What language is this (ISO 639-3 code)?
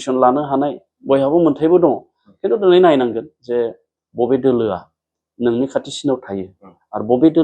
brx